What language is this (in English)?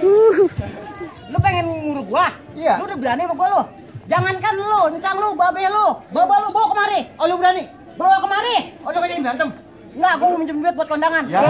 Betawi